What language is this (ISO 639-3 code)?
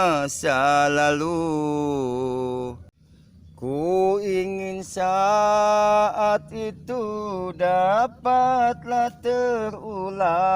bew